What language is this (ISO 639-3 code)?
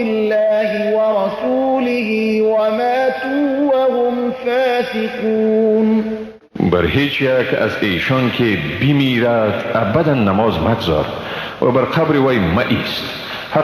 fas